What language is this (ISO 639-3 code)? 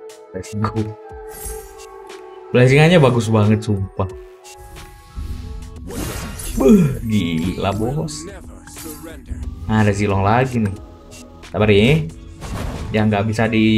ind